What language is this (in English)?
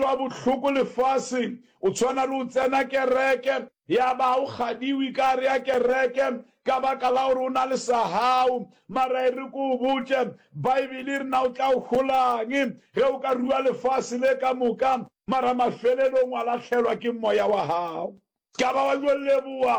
Northern Sotho